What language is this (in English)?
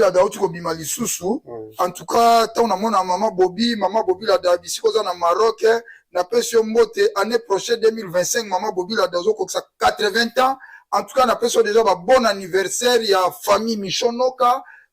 Lingala